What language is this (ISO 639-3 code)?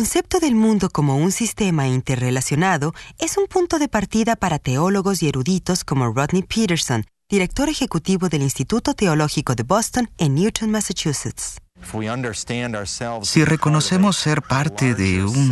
spa